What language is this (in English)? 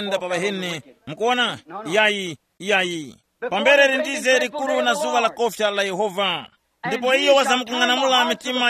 Tumbuka